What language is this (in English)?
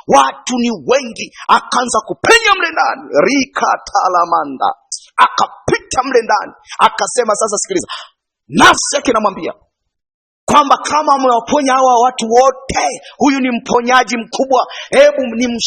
Swahili